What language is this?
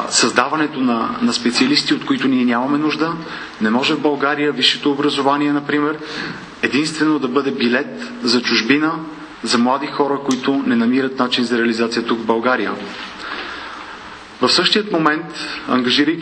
Bulgarian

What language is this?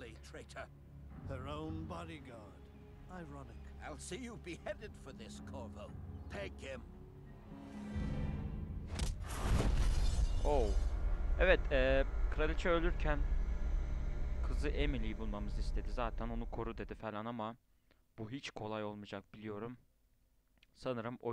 Turkish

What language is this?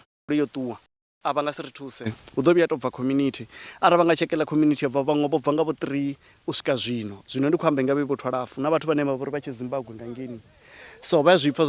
Venda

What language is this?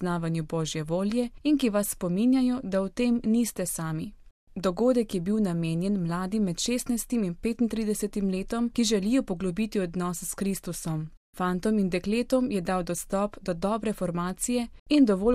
Slovenian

